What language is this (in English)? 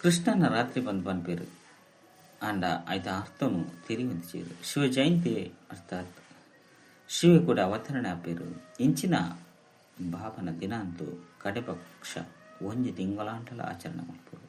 Tulu